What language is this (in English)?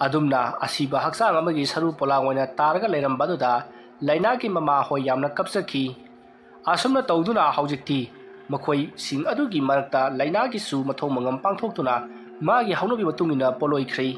Manipuri